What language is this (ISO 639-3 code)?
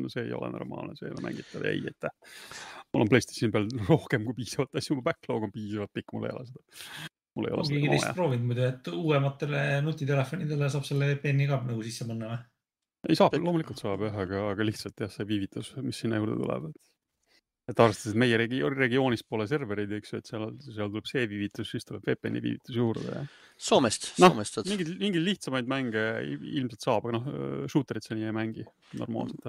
est